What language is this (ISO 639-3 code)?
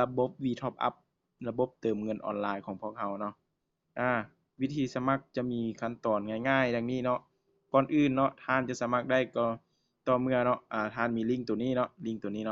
lao